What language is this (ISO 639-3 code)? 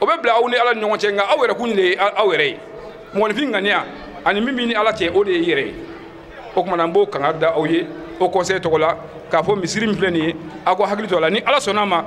bam